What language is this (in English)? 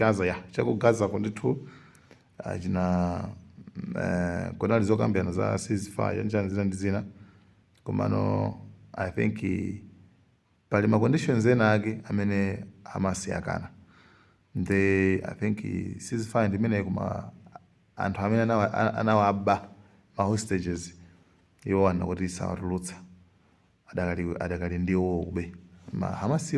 Nyanja